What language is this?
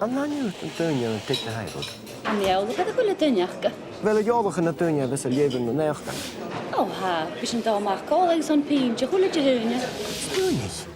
Scottish Gaelic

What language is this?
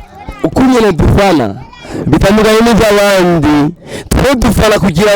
Rundi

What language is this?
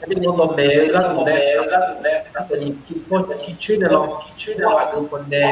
Akha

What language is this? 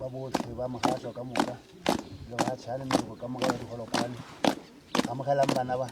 Northern Sotho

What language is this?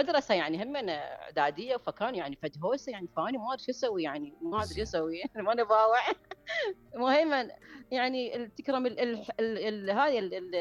Mesopotamian Arabic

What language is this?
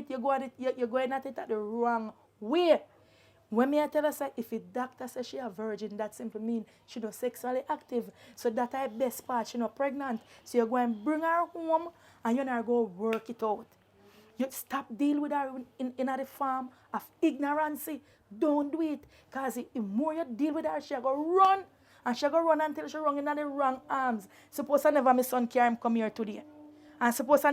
Jamaican Creole English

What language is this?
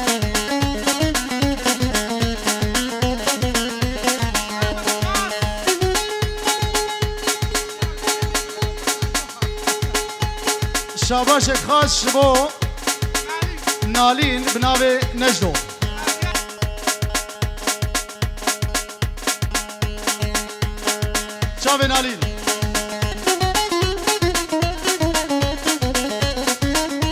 Persian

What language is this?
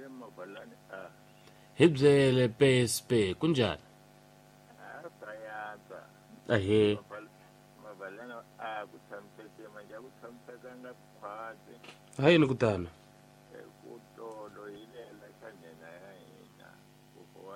Tsonga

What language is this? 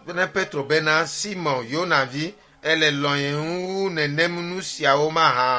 Ewe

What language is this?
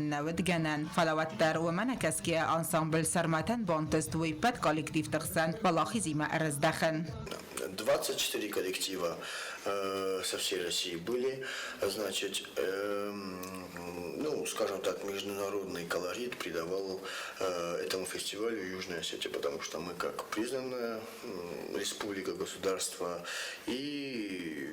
Ossetic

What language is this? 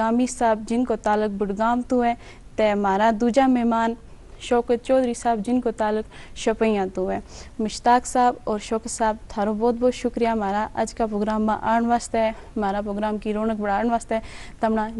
Gujari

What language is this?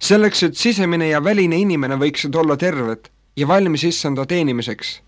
Estonian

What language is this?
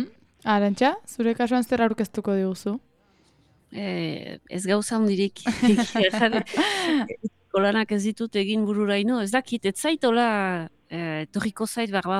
Basque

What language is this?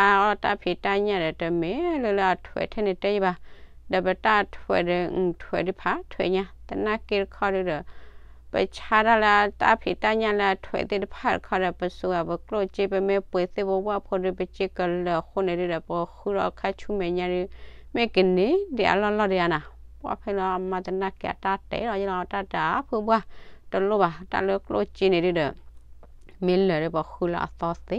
S'gaw Karen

